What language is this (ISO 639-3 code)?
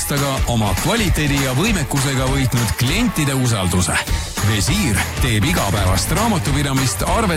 est